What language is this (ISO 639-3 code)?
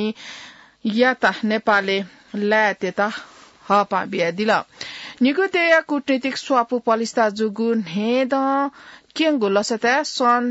new